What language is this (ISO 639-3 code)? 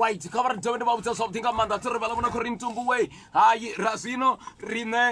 ven